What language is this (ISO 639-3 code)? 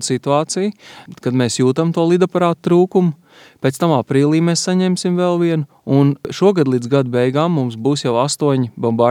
lav